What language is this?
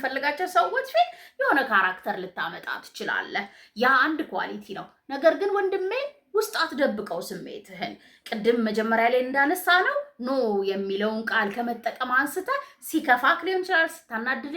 Amharic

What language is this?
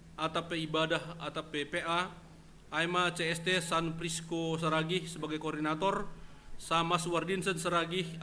Batak Simalungun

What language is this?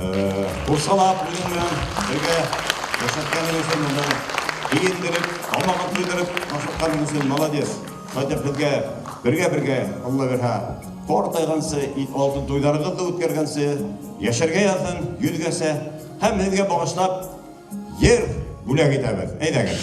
Bashkir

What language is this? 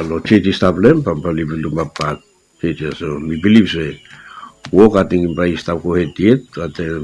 Bislama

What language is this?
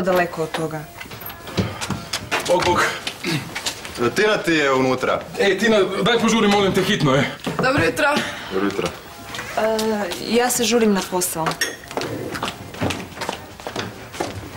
Croatian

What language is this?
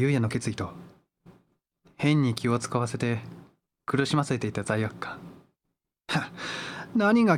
Japanese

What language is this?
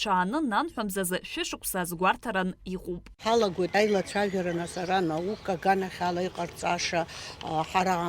Abkhazian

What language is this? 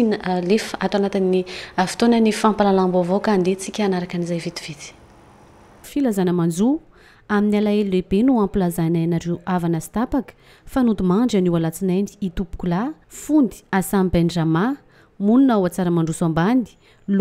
Malagasy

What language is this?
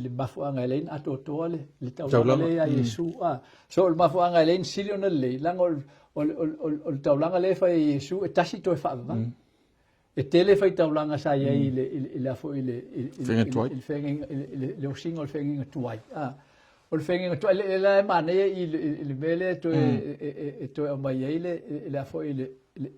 Samoan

